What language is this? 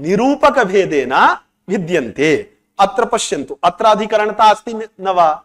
Sanskrit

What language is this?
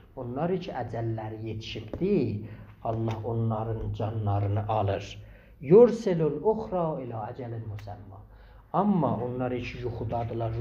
South Azerbaijani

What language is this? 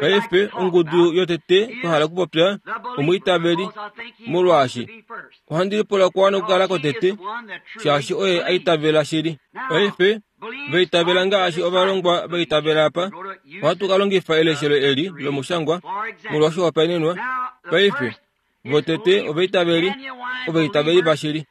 Kuanyama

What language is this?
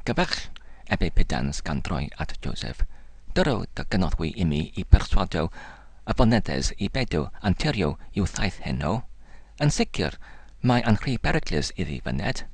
Welsh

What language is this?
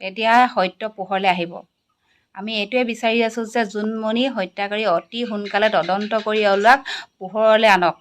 Assamese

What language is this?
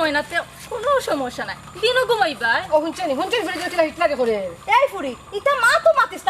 Sylheti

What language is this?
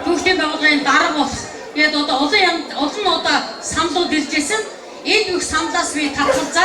Mongolian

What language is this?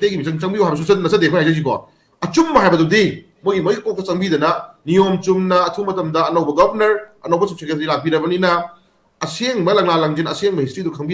Manipuri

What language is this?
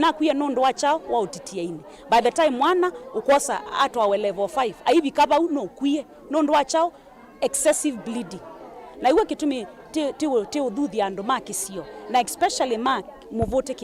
Kamba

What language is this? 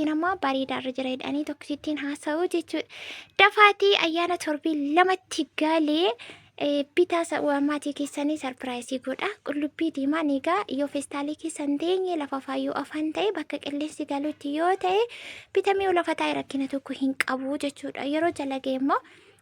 Oromo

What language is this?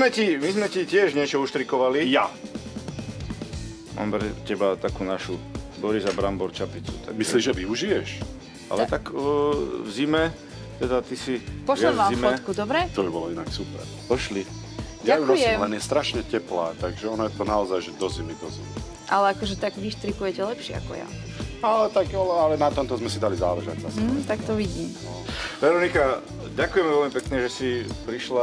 Slovak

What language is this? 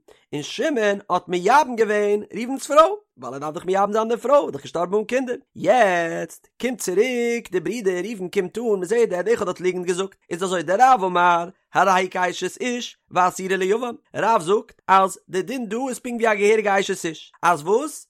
Yiddish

